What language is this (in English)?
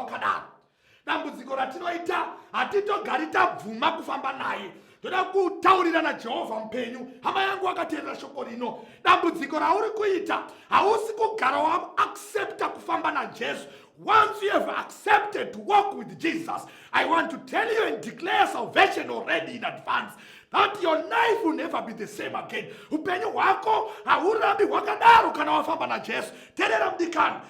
Shona